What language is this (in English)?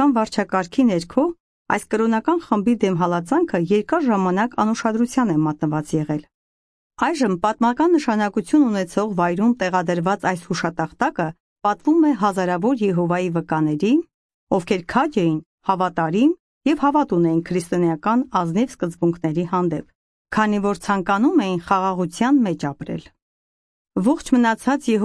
Armenian